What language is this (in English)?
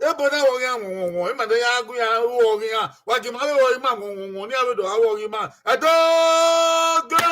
Bini